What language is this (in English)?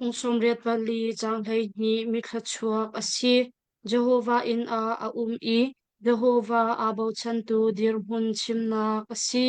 Hakha Chin